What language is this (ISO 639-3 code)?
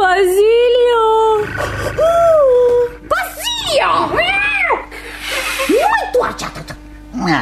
ron